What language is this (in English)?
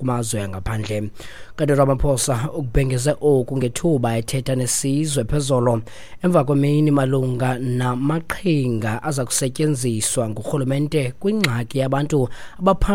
Xhosa